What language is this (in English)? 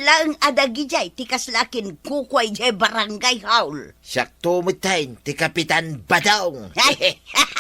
Iloko